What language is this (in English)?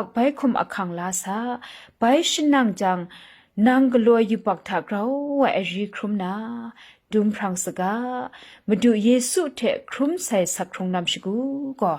Kachin